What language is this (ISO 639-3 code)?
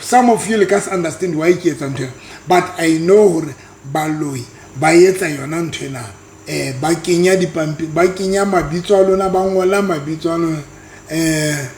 sot